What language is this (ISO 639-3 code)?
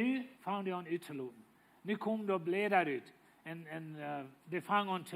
pdt